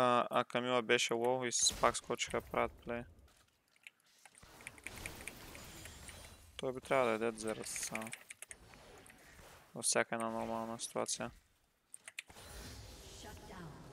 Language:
Bulgarian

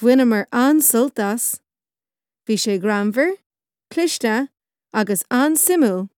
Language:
Irish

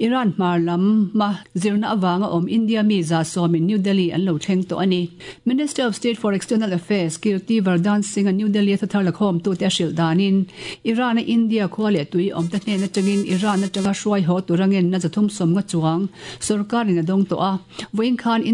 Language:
Mizo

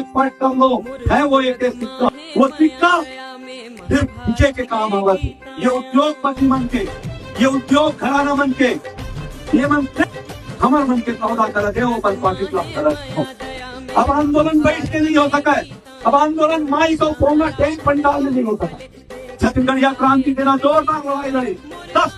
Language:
Chhattisgarhi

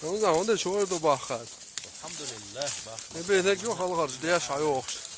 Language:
Chechen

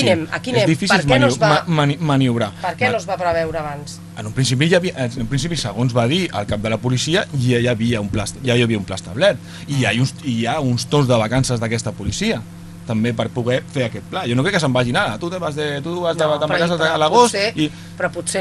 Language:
Catalan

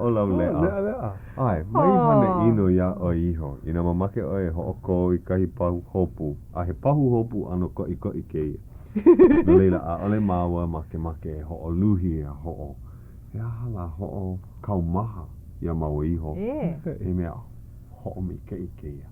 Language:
Hawaiian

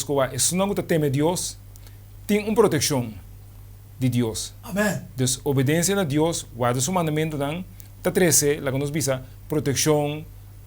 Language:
Papiamento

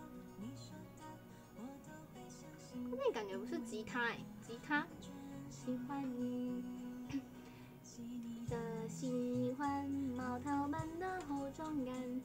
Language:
Chinese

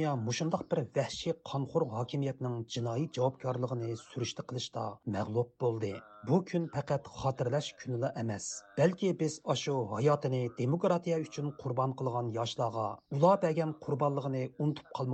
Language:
Uyghur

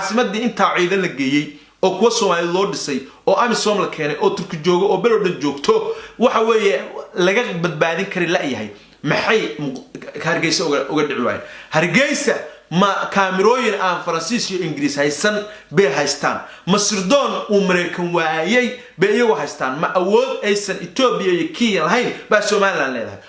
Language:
Somali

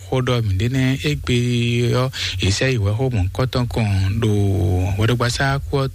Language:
Fon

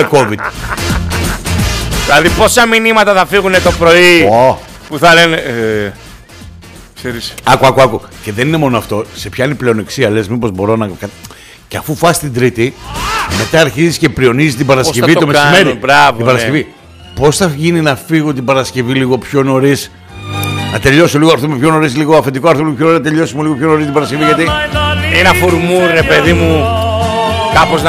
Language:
Greek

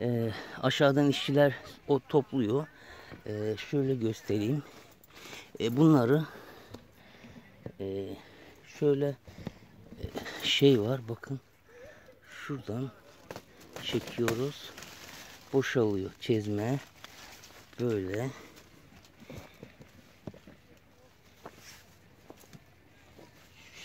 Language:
Turkish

